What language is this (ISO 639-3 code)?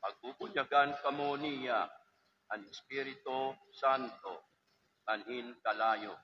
war